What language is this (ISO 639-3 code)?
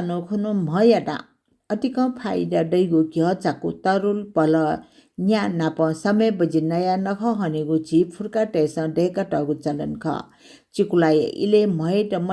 new